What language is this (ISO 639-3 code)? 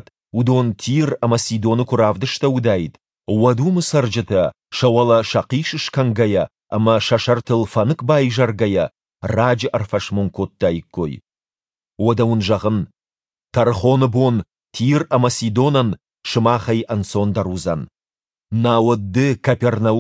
oss